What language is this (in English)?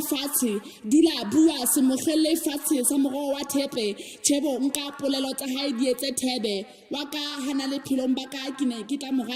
Southern Sotho